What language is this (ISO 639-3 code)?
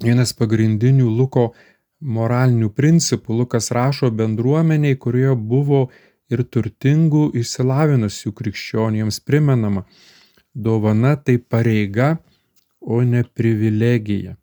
lit